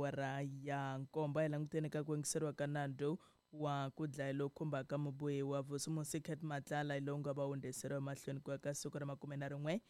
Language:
Tsonga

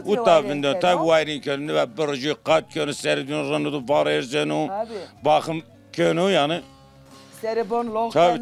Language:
Zaza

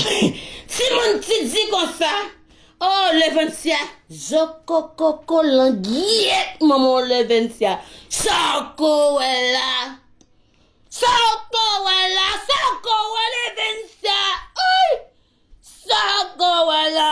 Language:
Haitian Creole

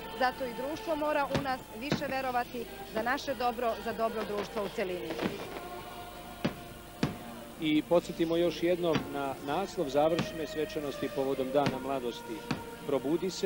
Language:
Serbian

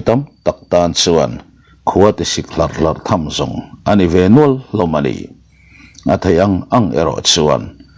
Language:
Mizo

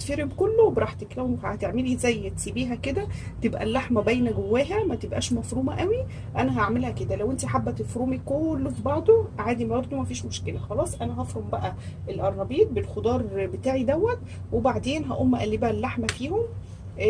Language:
Egyptian Arabic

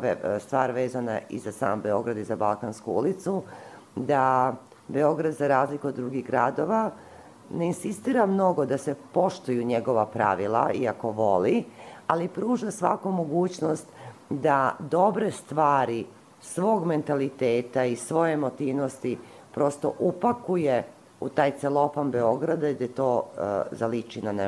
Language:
Serbian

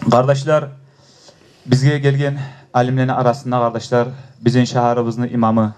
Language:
Kumyk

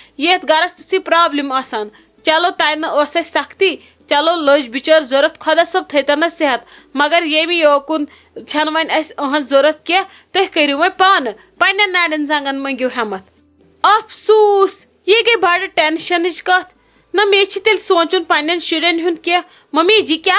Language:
Kashmiri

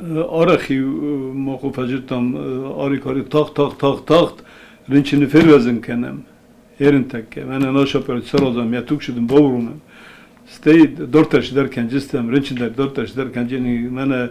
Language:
Ossetic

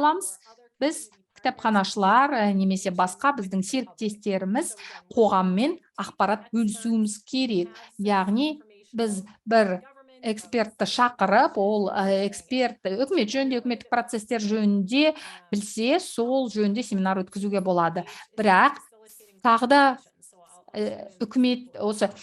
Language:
Kazakh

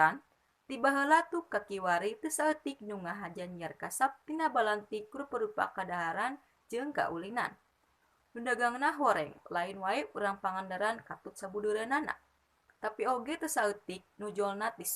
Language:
Sundanese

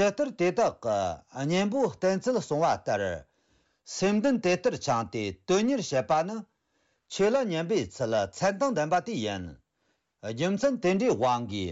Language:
Tibetan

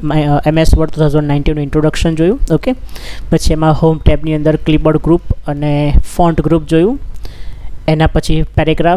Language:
Gujarati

